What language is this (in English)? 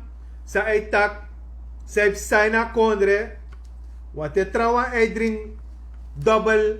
Sranan Tongo